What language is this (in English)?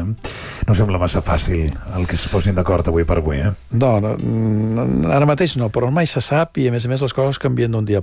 Catalan